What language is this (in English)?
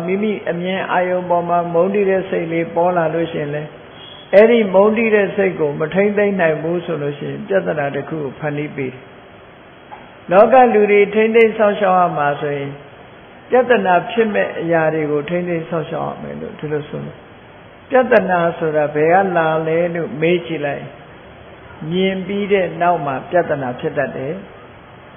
Burmese